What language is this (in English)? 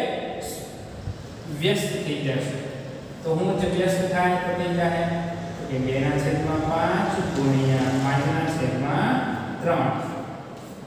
Gujarati